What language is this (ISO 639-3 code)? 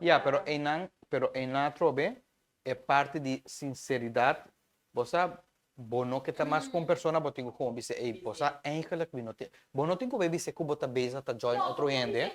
pap